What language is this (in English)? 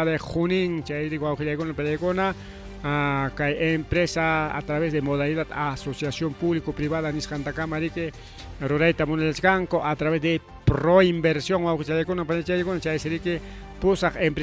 Ayacucho Quechua